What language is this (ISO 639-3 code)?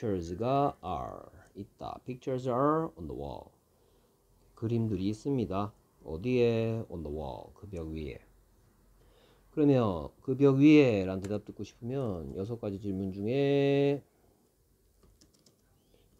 kor